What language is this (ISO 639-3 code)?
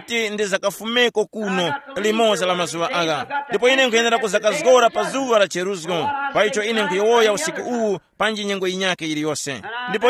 tum